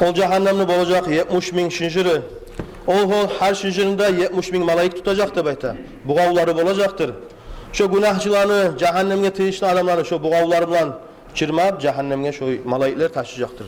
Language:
Kumyk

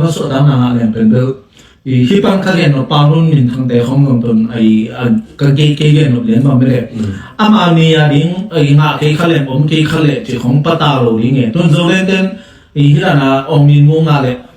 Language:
Tedim Chin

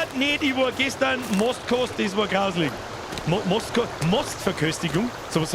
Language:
Bavarian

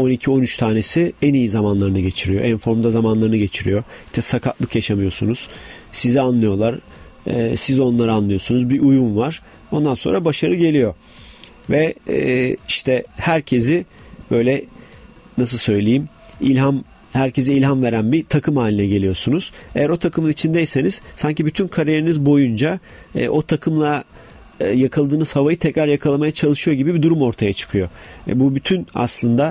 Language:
Turkish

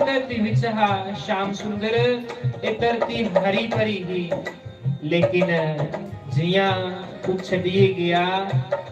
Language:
Dogri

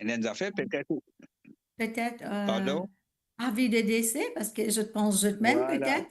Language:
Morisyen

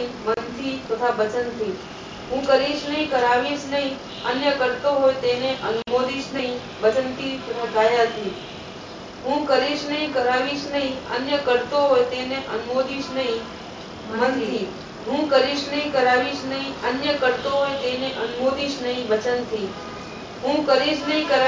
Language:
Gujarati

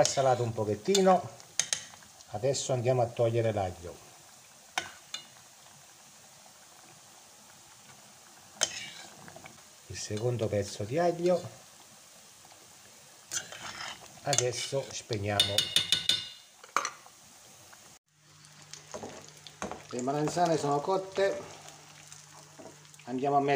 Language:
Italian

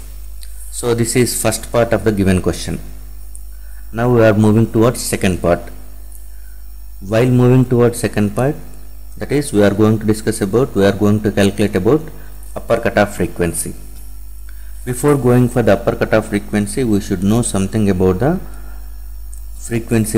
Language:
English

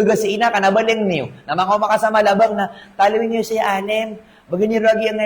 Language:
Maranao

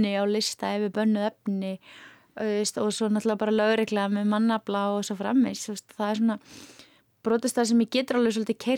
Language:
Icelandic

